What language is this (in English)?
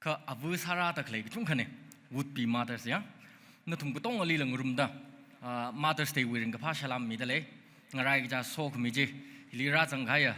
Tangkhul Naga (India)